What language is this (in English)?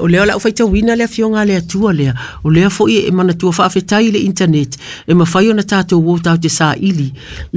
Samoan